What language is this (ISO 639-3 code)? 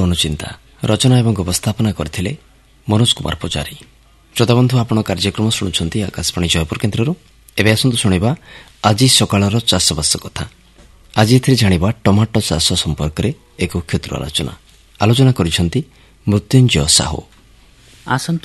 ori